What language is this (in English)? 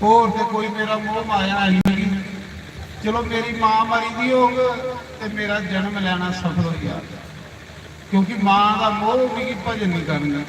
Dogri